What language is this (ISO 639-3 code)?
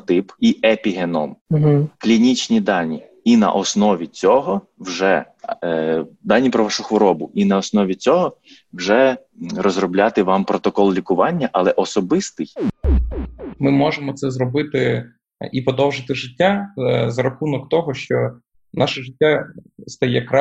ukr